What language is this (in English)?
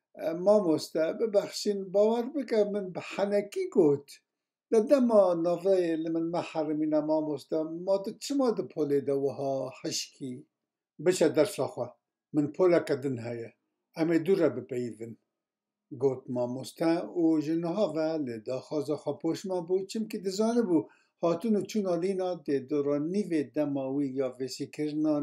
Kurdish